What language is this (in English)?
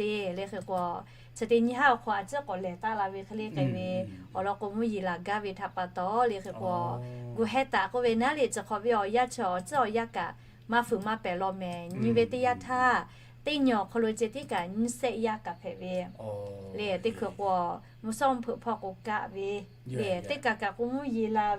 Lahu